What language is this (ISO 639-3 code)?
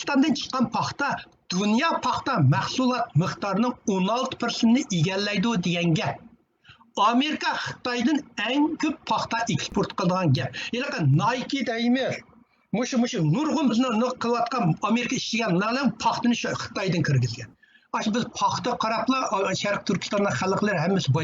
uig